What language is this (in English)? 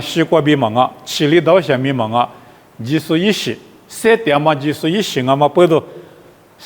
Lisu